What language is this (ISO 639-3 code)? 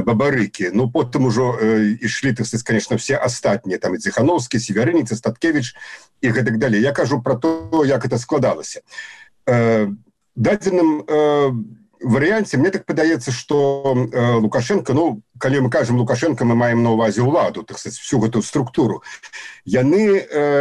bel